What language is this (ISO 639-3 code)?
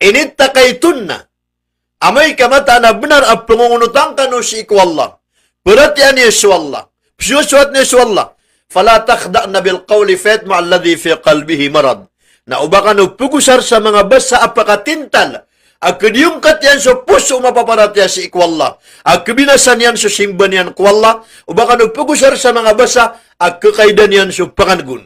mrw